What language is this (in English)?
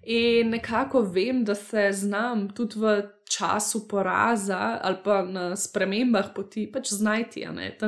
Slovenian